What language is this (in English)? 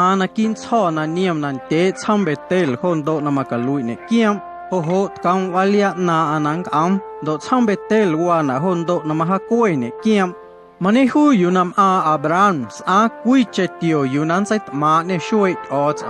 Guerrero Amuzgo